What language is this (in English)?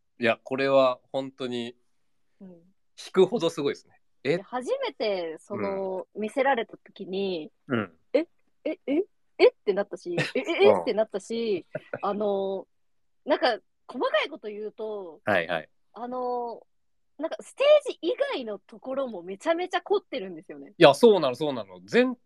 Japanese